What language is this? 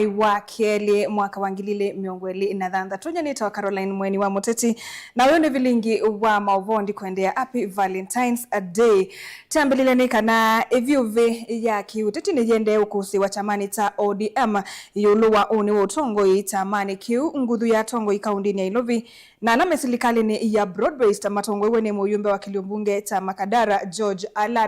Kamba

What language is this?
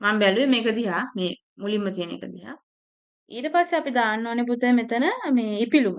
Sinhala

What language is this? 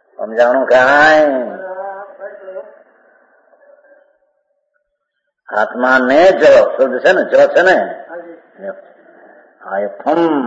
Gujarati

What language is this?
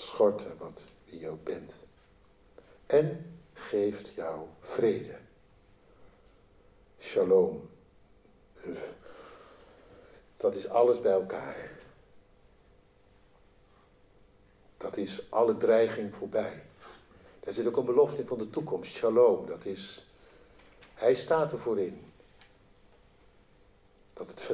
Dutch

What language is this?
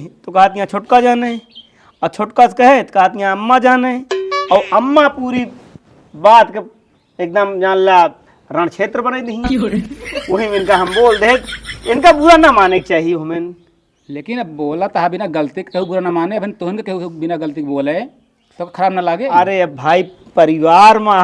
Awadhi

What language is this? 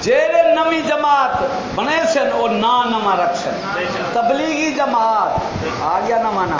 Saraiki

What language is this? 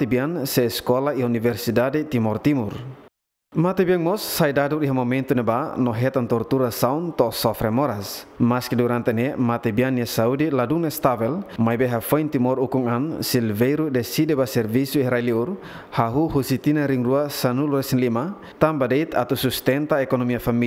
Tetum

